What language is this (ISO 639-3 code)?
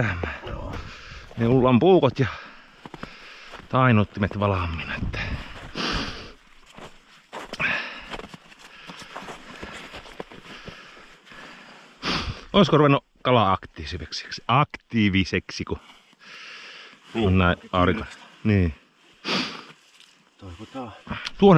fin